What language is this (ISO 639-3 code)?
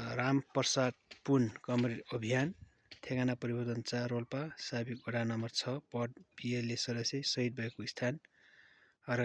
nep